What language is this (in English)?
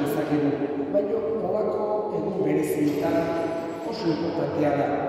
Basque